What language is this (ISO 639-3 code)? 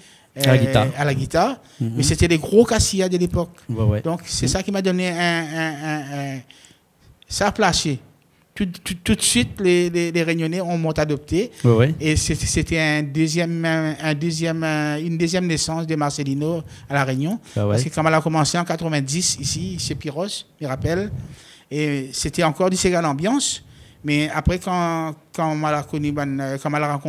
rcf